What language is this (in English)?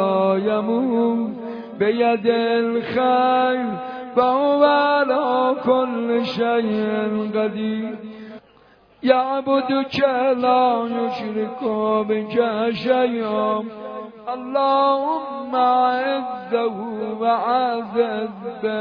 Persian